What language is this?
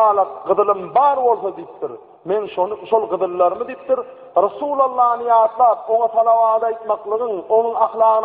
Turkmen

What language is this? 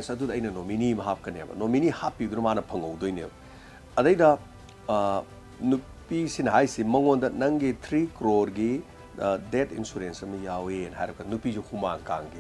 Manipuri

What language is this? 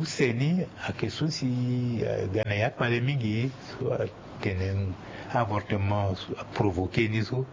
Sango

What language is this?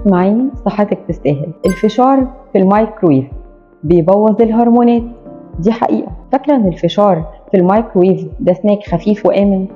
Egyptian Arabic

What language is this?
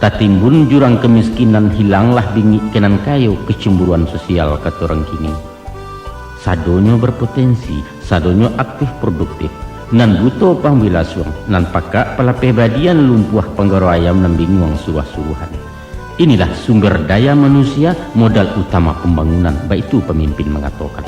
Minangkabau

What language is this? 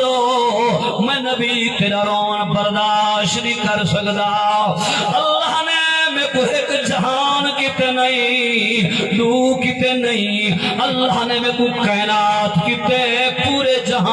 Saraiki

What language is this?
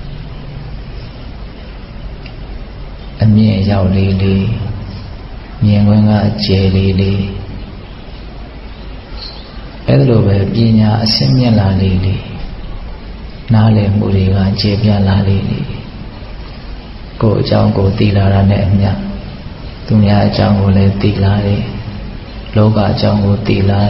Burmese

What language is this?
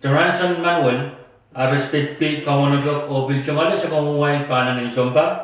Pohnpeian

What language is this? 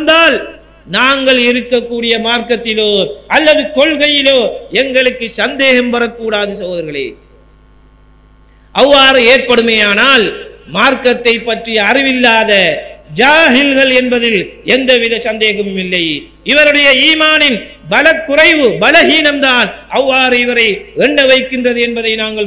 Tamil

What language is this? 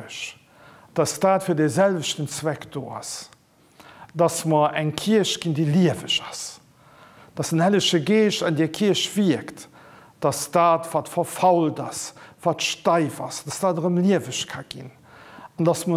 Luxembourgish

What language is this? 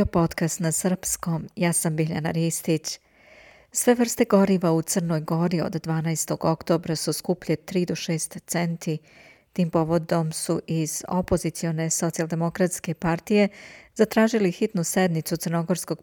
Croatian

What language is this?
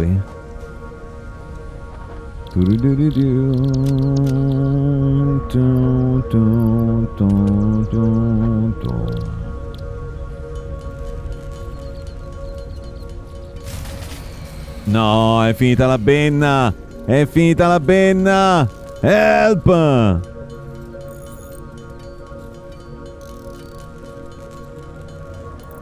Italian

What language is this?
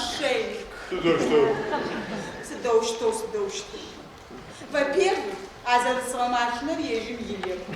Adyghe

